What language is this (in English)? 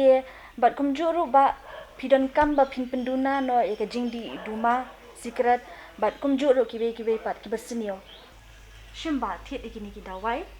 Khasi